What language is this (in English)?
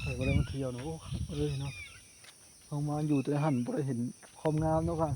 Northeastern Thai